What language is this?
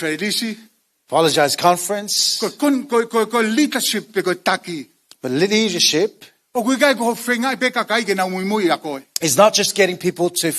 Tongan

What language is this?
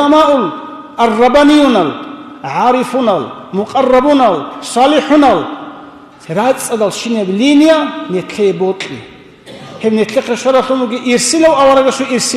Avaric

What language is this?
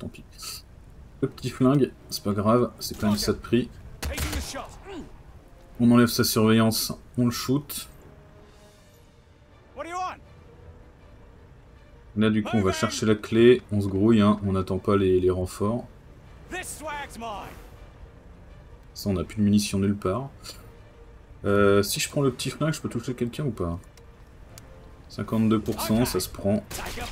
French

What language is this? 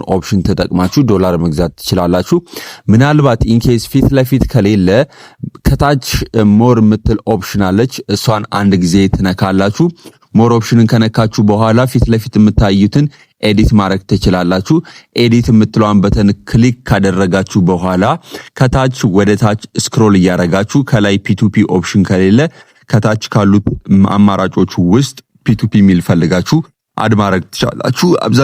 Amharic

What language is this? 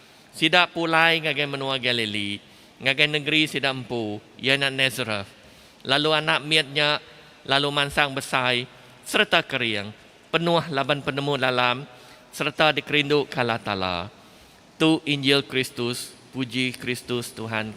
Iban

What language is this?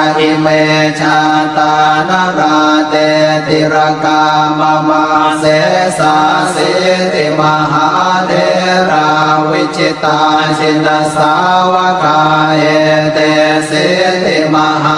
Pali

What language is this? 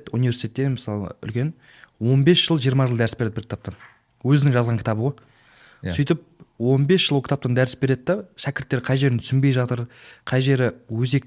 Kazakh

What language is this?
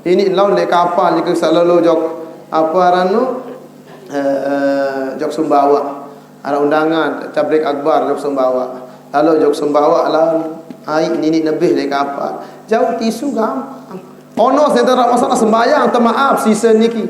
Sasak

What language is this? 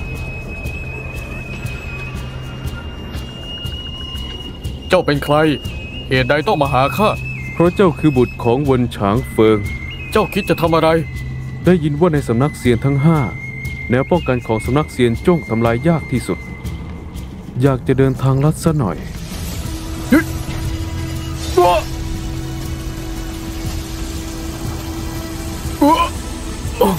Thai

